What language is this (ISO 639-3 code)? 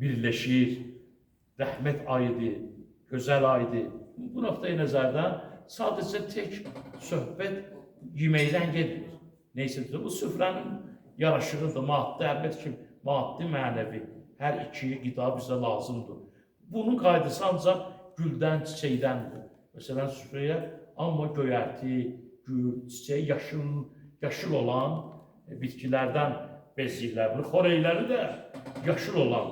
aze